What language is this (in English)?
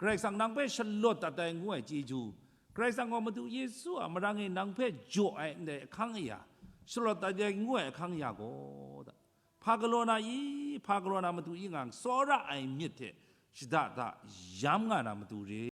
Kachin